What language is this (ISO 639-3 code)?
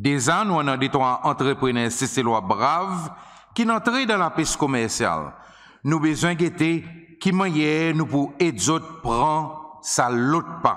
crs